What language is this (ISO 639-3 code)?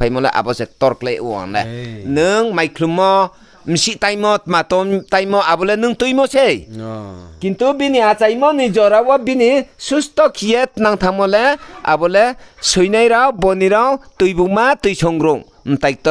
ria